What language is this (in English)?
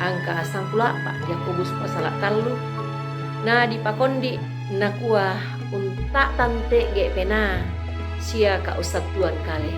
Toraja-Sa'dan